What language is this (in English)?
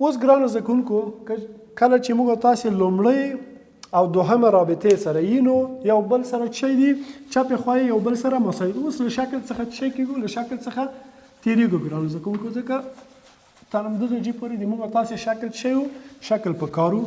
Pashto